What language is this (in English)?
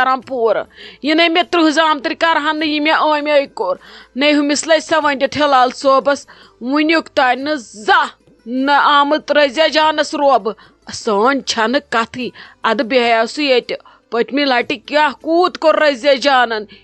Kashmiri